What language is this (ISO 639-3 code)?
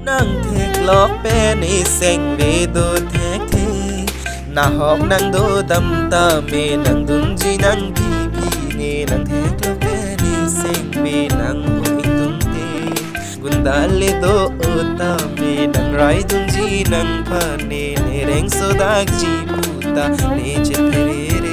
mjw